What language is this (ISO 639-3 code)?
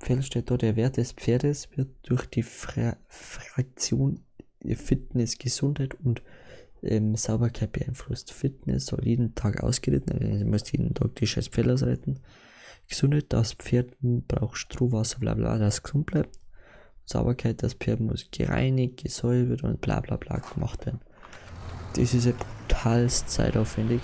bar